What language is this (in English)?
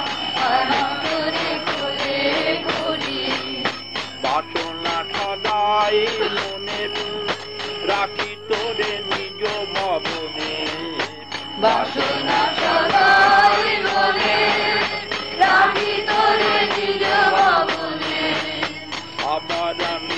Bangla